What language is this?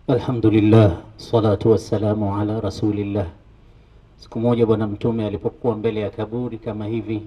Swahili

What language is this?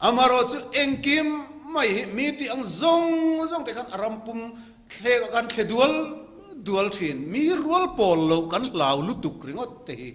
Mizo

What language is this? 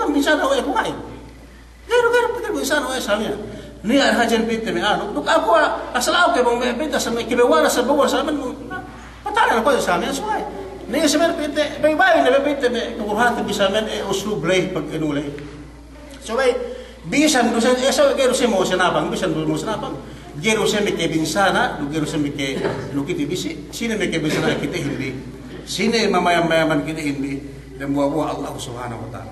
Yakan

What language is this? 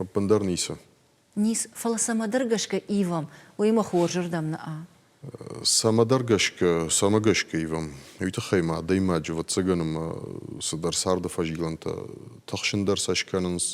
Ossetic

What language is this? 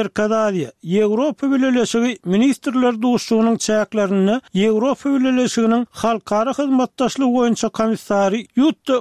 Turkmen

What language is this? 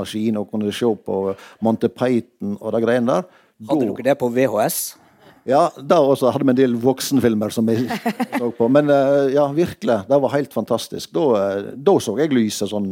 Norwegian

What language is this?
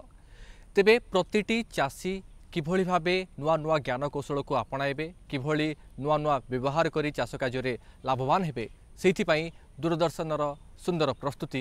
Odia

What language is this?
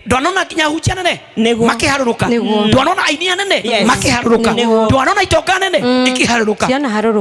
Kikuyu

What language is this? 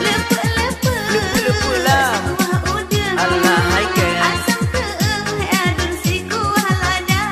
Achinese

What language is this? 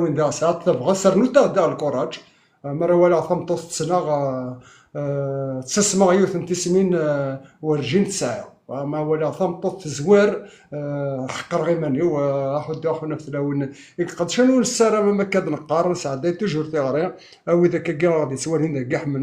Kabyle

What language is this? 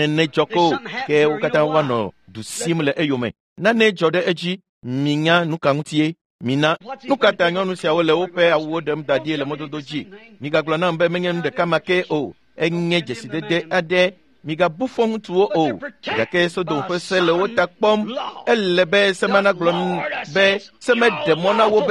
Ewe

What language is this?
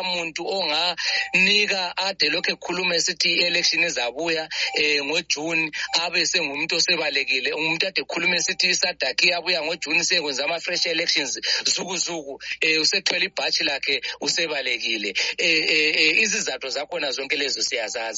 North Ndebele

